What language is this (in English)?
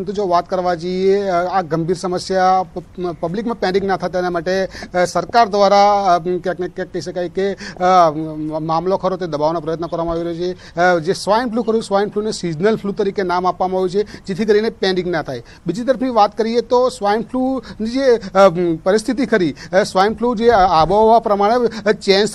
Gujarati